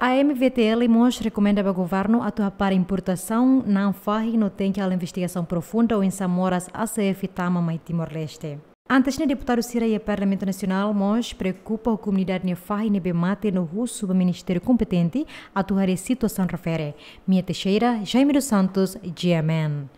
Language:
Tetum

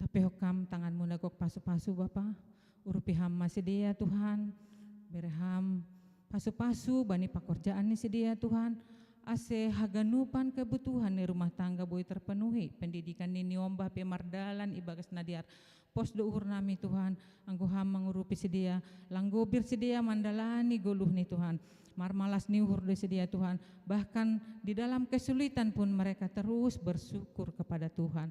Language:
Batak Simalungun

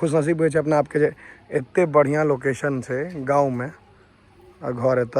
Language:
Maithili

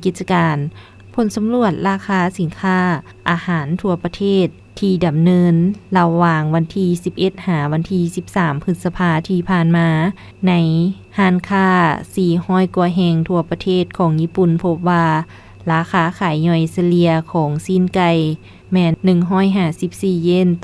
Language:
Lao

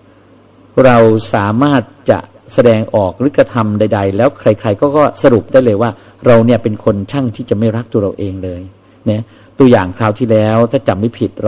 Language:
Thai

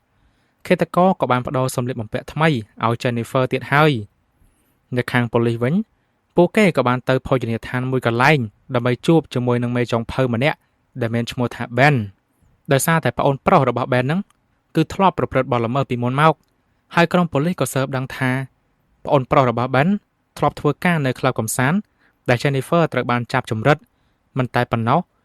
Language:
Khmer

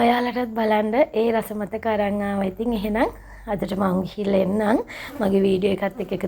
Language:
Sinhala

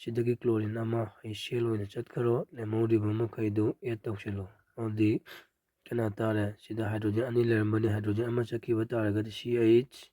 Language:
Manipuri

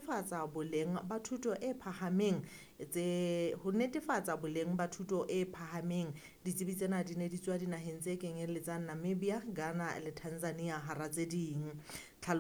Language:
Southern Sotho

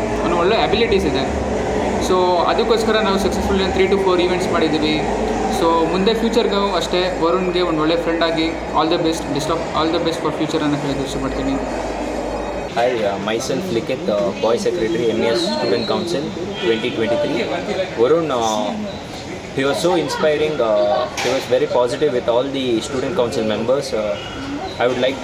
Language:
Kannada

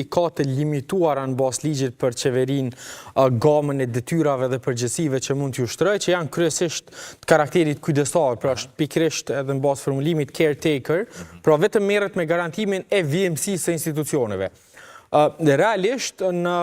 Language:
Albanian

